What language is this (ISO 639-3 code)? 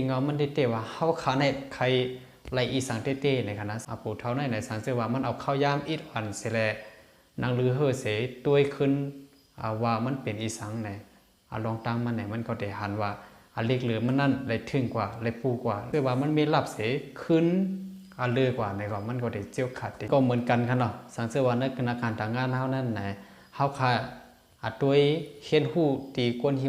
shn